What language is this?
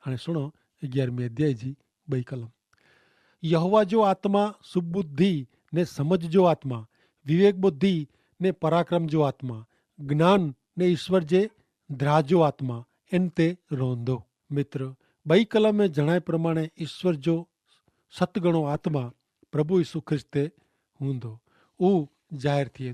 Kachhi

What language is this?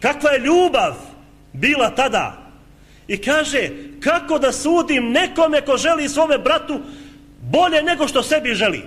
Bosnian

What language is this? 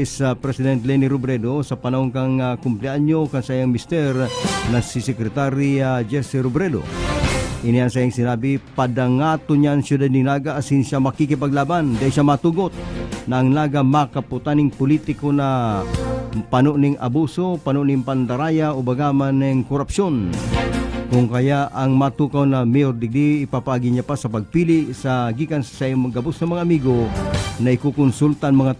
Bikol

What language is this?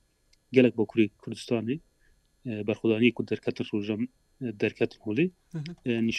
Kurdish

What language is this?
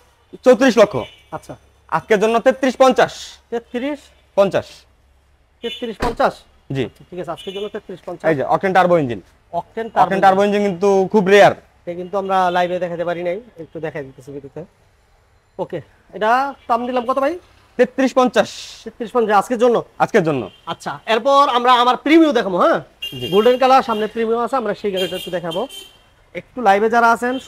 Bangla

